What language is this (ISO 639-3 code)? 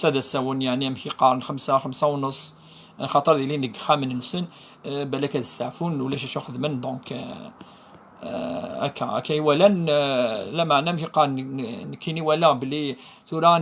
kab